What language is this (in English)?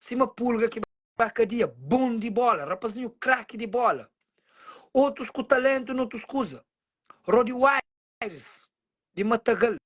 Kabuverdianu